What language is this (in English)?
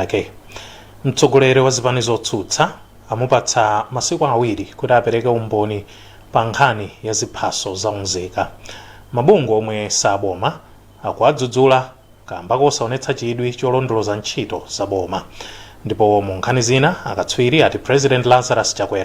Nyanja